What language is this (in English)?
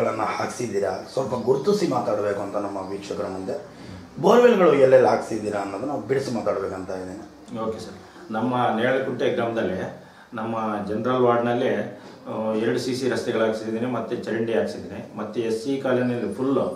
Kannada